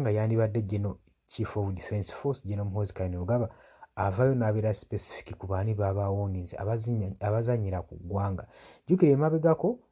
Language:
Ganda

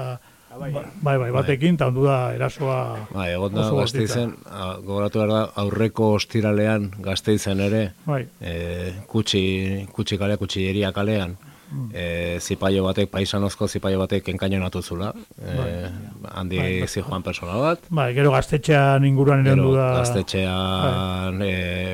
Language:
Basque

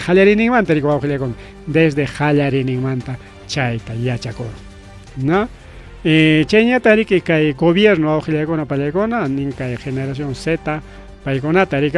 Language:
Ayacucho Quechua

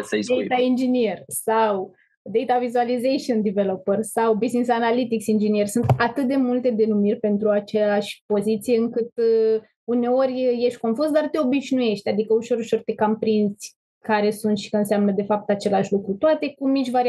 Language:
Romanian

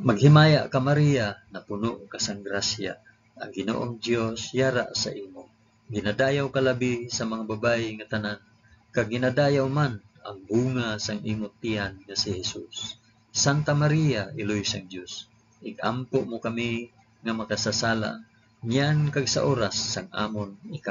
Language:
Hiligaynon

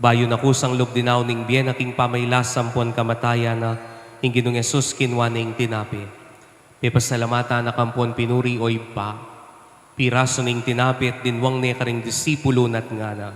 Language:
Pampanga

